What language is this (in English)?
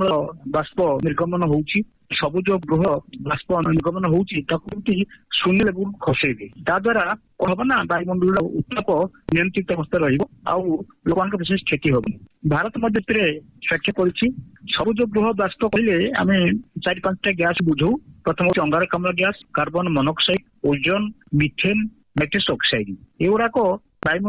Odia